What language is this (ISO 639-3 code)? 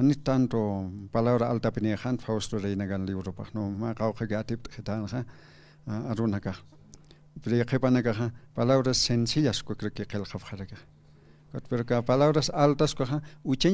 aym